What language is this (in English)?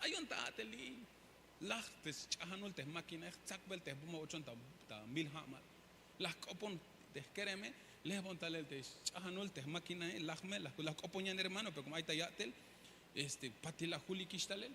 Tzeltal